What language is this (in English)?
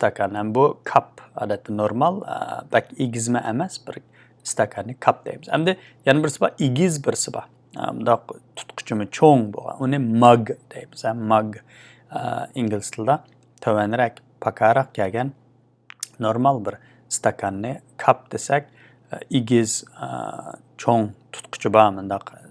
Uyghur